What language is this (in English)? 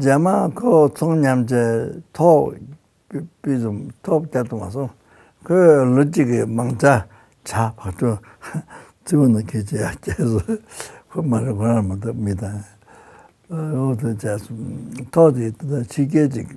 Tibetan